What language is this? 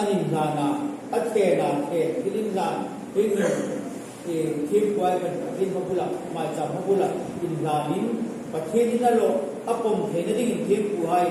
Hmar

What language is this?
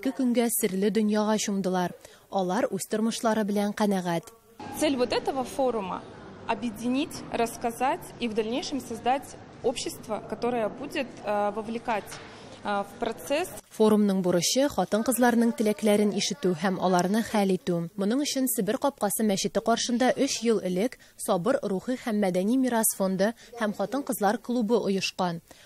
Tatar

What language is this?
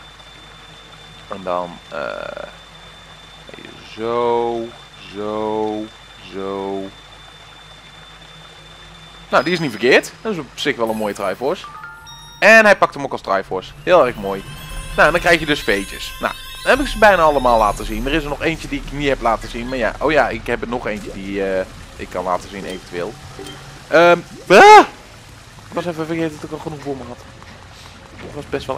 Dutch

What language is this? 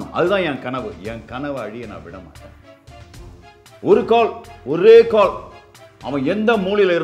Tamil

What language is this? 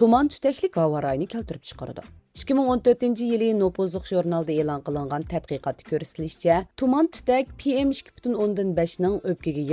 Uyghur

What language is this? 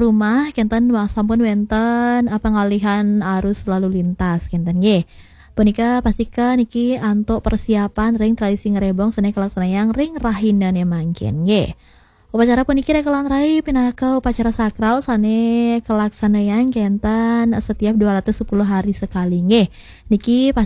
Balinese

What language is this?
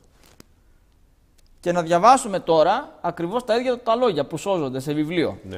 Greek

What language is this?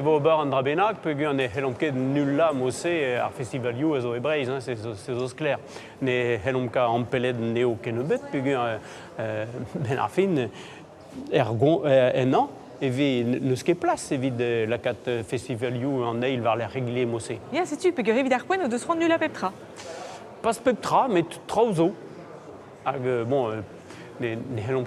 Breton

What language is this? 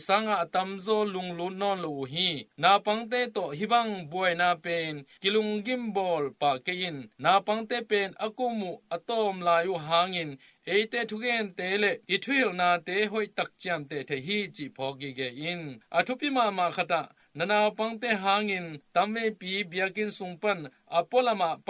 Tedim Chin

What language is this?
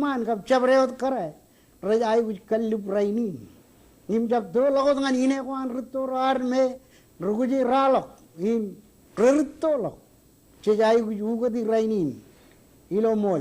Marshallese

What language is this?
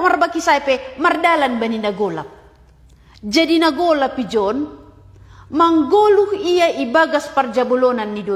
Batak Simalungun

